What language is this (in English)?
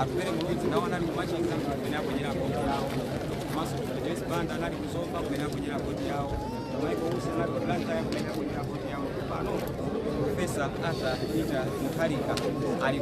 Nyanja